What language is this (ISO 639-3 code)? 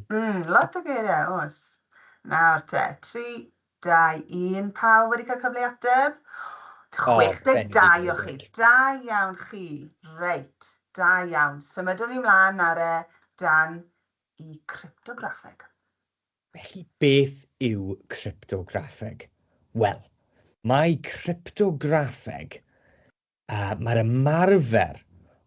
cym